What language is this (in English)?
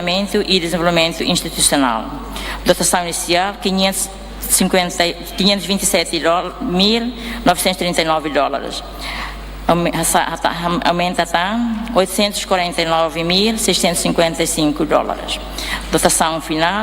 Tetum